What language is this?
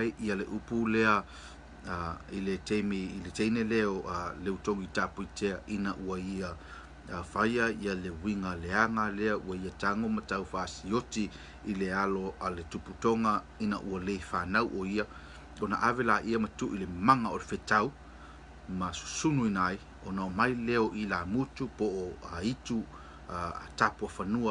Samoan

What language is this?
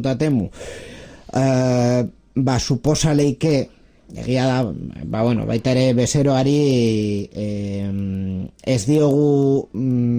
Basque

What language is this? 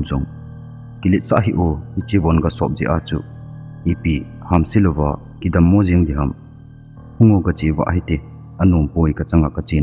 Thado Chin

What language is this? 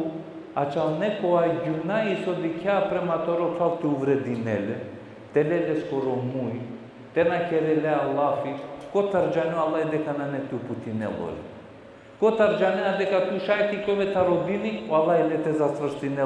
Balkan Romani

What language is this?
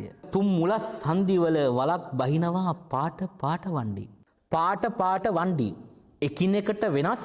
Sinhala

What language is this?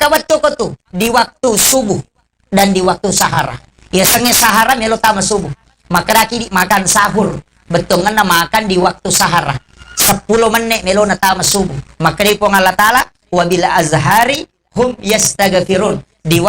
Buginese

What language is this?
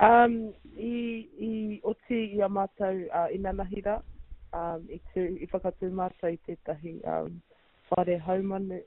Māori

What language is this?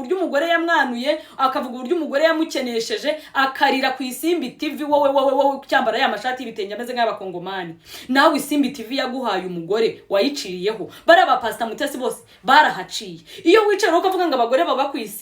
Kinyarwanda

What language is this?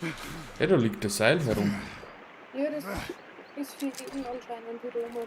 Bavarian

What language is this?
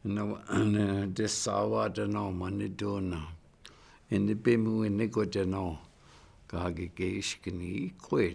Chippewa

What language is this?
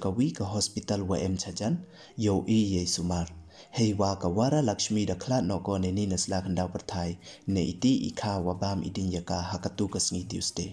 Pnar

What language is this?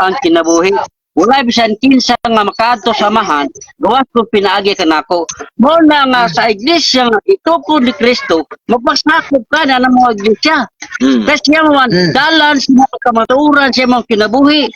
Cebuano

